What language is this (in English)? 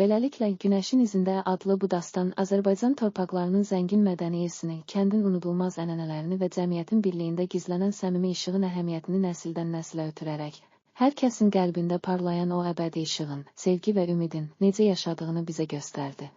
Azerbaijani